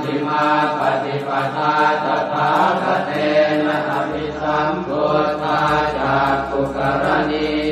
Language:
Pali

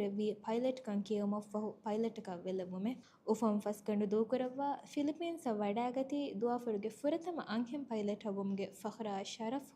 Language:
Divehi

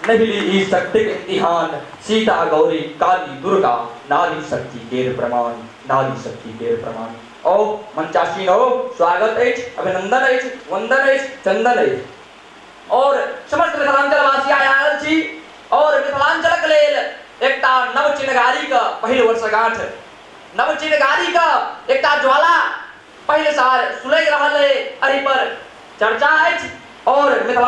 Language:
Maithili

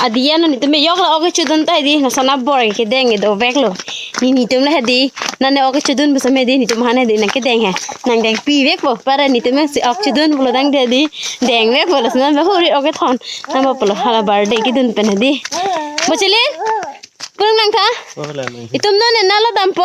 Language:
Karbi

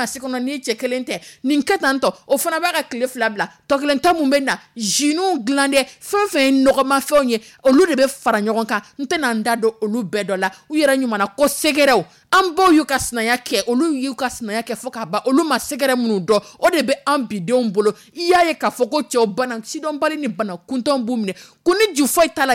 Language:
Dyula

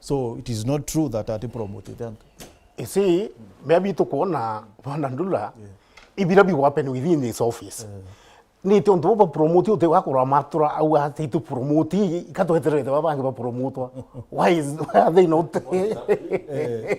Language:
Meru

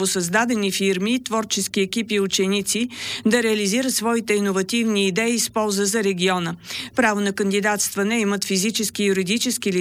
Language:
Bulgarian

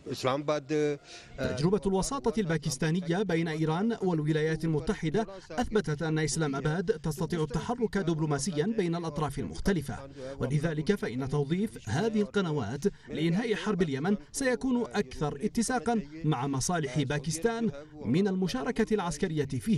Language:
Arabic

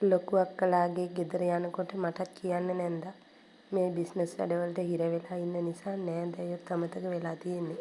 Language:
Sinhala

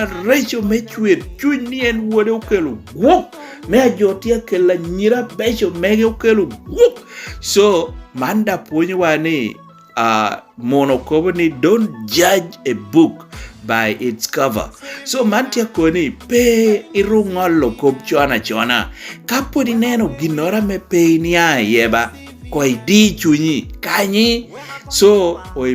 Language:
Lango (Uganda)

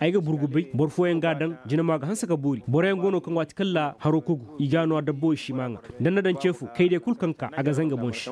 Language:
Zarma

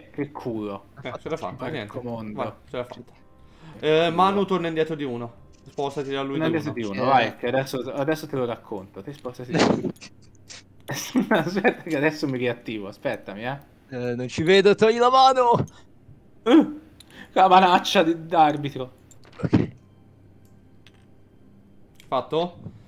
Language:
Italian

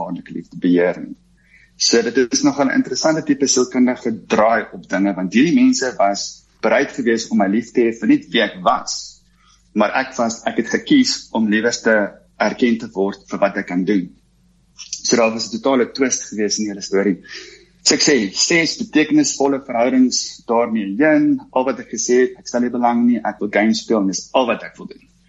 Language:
Afrikaans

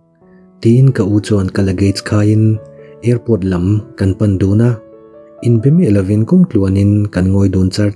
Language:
Mizo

